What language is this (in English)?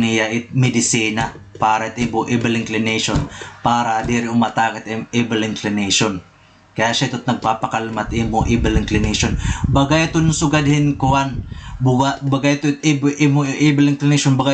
Waray